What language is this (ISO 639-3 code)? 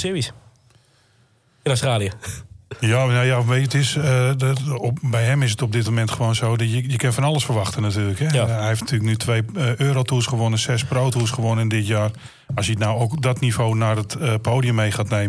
nld